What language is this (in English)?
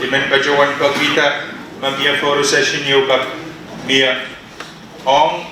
Pohnpeian